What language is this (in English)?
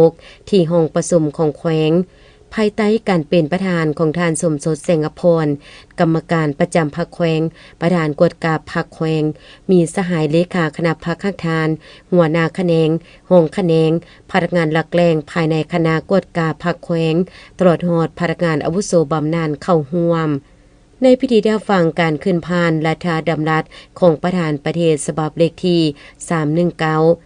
Lao